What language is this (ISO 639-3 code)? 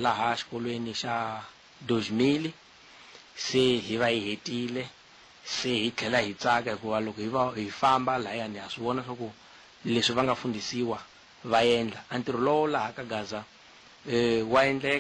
tso